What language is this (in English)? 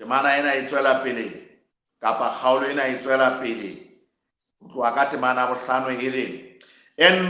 Southern Sotho